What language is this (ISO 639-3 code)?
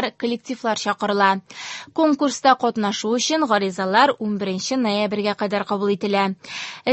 tat